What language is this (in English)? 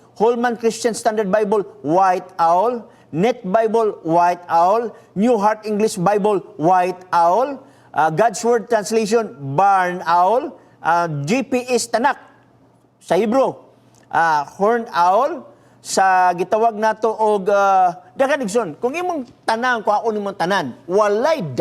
Cebuano